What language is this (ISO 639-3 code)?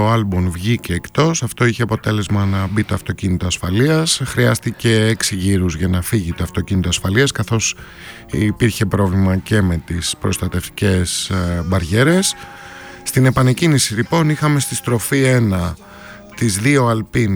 ell